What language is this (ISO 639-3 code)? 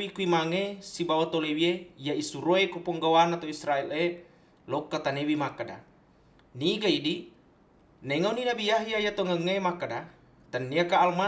bug